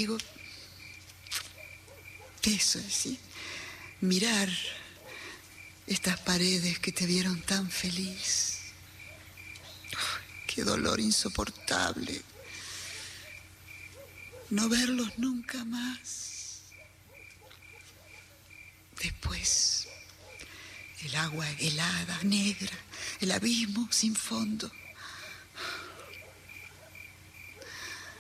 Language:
Spanish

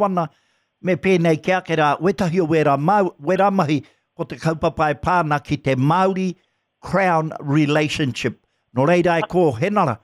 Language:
Māori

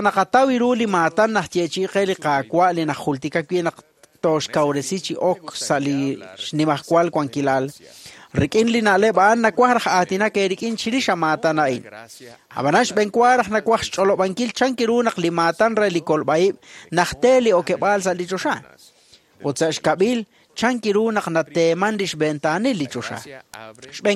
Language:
Kekchí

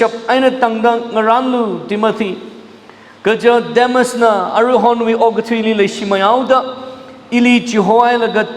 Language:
Tangkhul Naga (India)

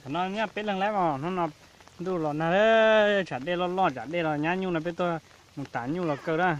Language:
Hmong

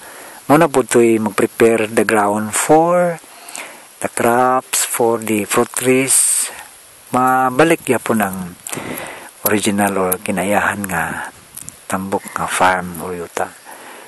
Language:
Cebuano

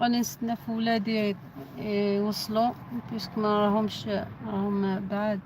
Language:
Algerian Arabic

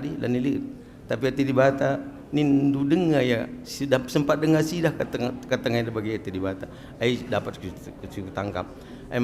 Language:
Batak Karo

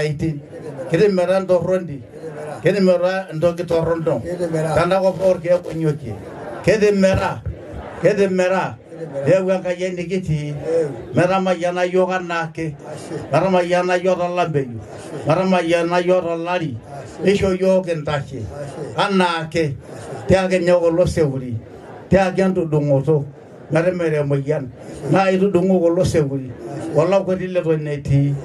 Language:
Masai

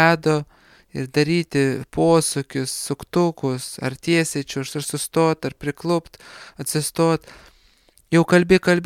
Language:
Lithuanian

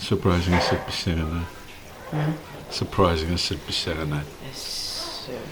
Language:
Kalaallisut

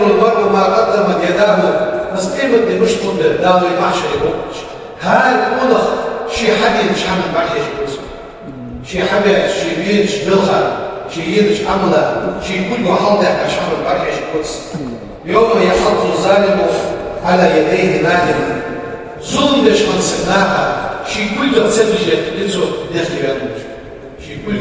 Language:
Ingush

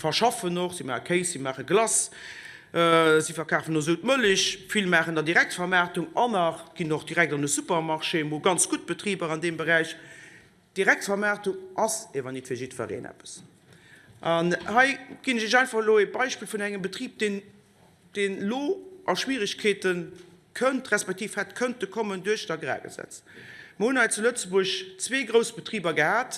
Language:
Luxembourgish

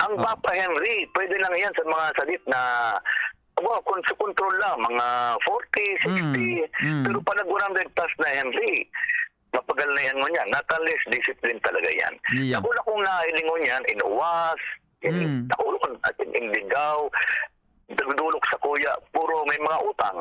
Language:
Bikol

